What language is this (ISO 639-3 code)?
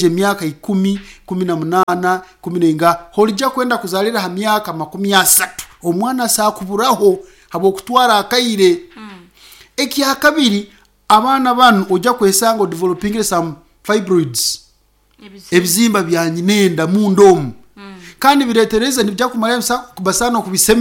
nyn